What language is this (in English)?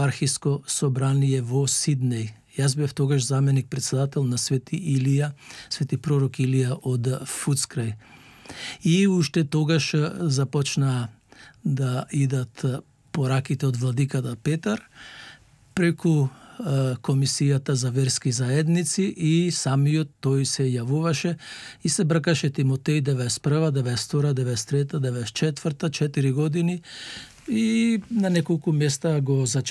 Macedonian